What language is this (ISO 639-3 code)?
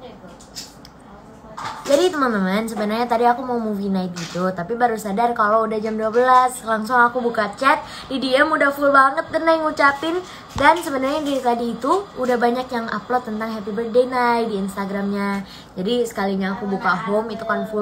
ind